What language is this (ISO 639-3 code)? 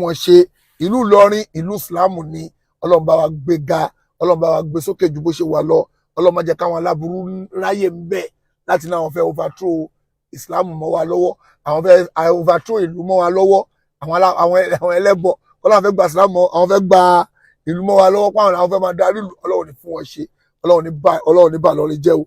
yor